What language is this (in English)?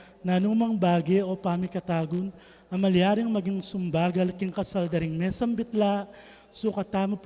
Pampanga